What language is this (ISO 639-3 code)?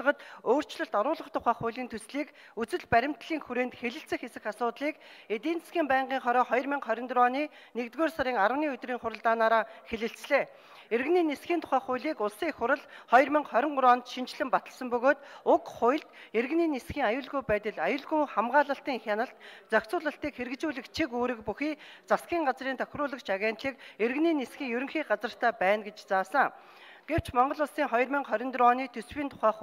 mon